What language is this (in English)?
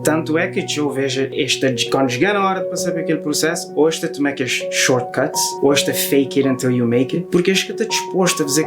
Kabuverdianu